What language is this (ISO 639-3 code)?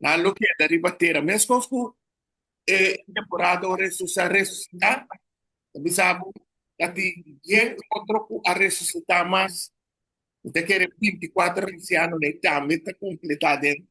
pap